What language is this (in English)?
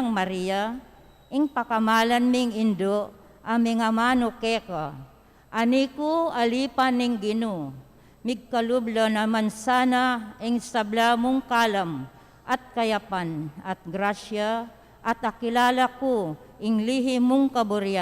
Pampanga